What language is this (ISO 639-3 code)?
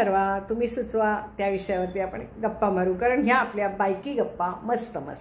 mar